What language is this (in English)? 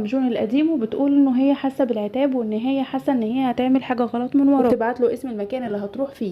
Egyptian Arabic